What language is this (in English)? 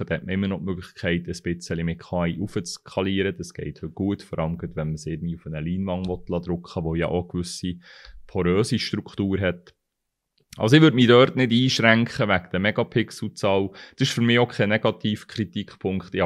Swiss German